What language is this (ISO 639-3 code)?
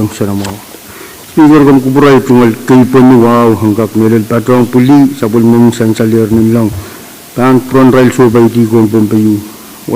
pon